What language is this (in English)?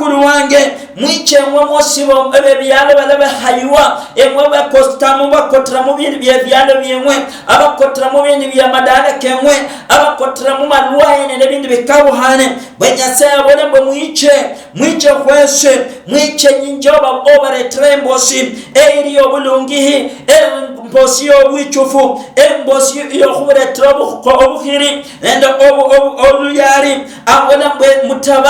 Luyia